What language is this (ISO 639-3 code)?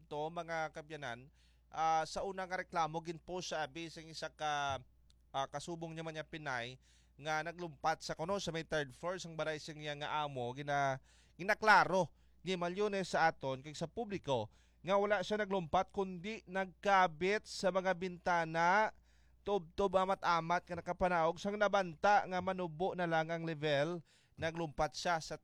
hil